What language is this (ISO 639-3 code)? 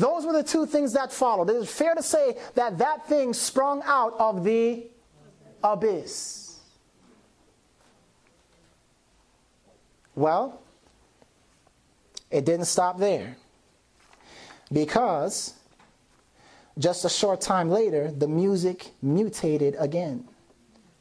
eng